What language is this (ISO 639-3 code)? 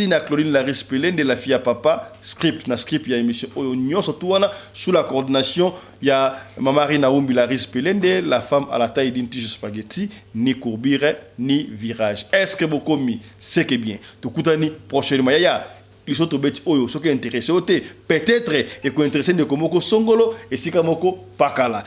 lin